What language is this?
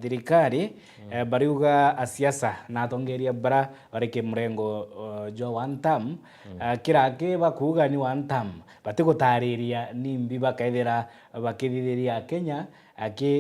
Meru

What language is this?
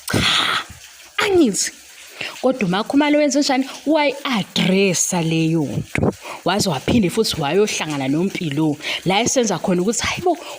Zulu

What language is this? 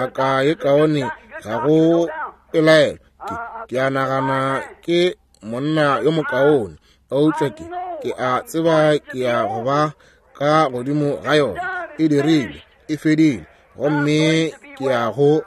Northern Sotho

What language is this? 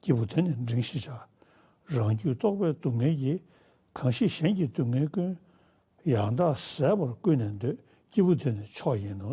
Tibetan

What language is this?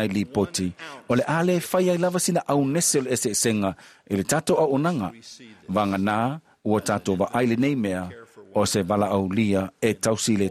Samoan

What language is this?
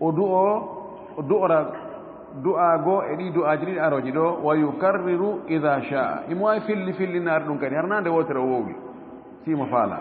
Fula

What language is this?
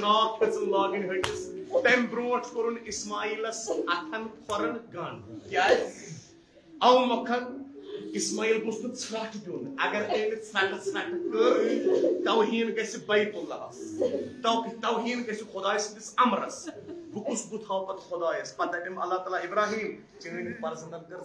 Kashmiri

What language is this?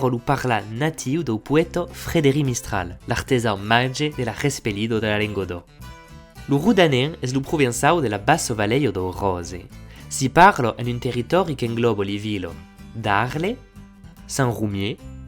Occitan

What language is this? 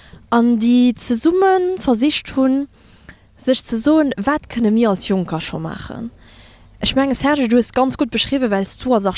Luxembourgish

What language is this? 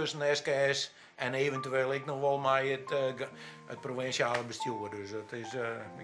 Western Frisian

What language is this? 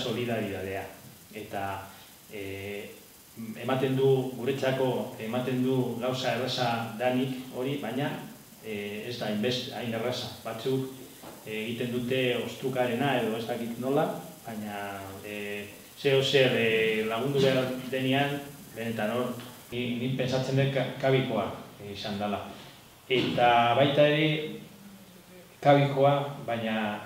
Basque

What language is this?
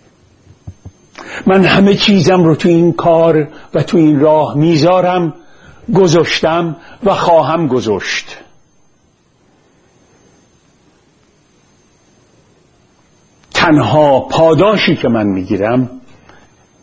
Persian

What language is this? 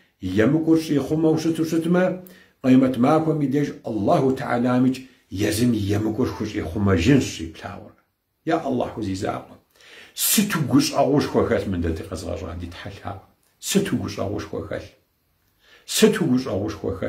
Kabardian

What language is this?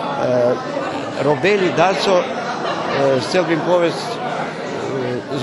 Rusyn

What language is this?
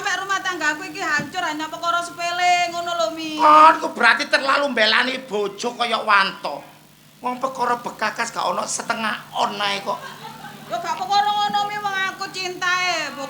Javanese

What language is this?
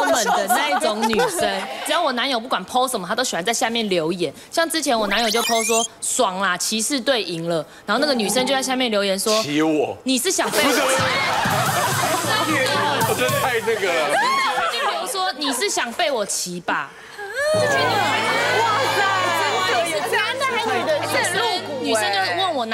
Chinese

